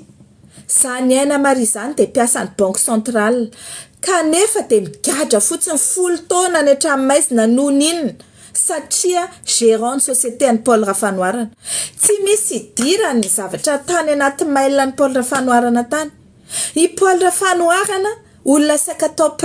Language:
Malagasy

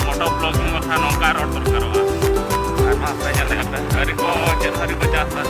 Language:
Santali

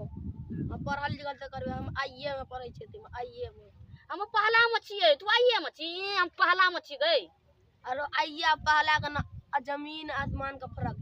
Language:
Maithili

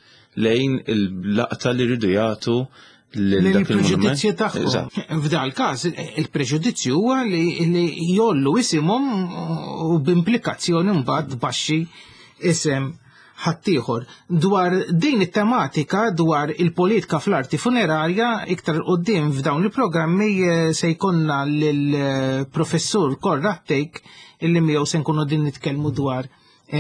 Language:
Maltese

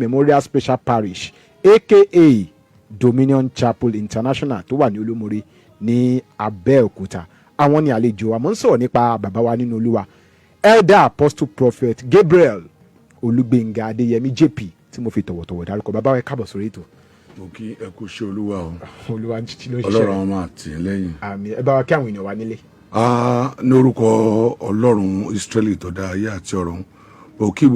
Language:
Yoruba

